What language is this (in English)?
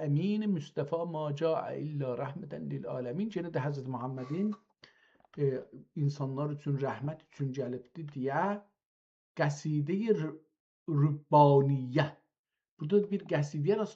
South Azerbaijani